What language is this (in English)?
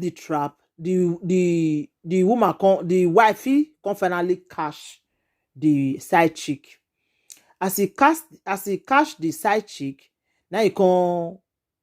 Nigerian Pidgin